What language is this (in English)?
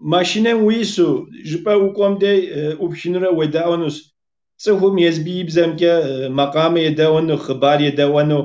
Kabardian